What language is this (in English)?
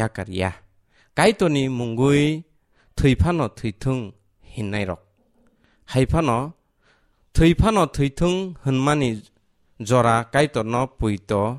Kok Borok